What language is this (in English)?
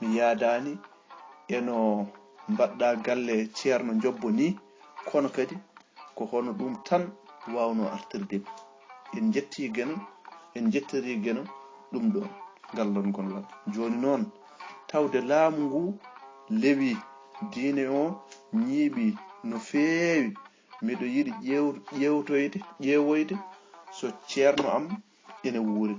Fula